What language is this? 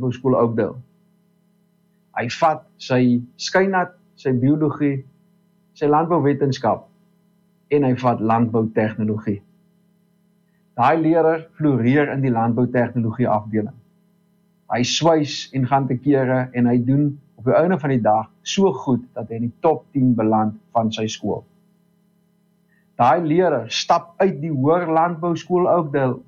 Afrikaans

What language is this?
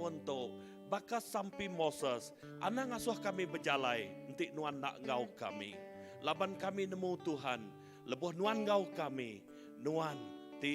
Iban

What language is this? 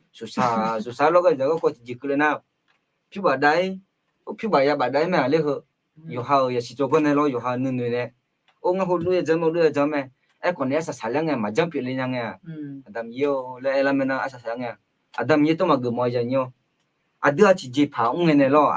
Akha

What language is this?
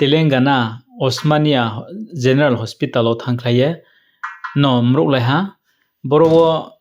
Riang (India)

